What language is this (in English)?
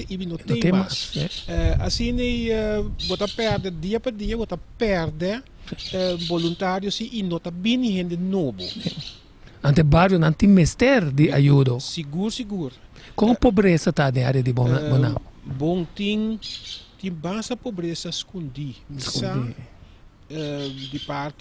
Papiamento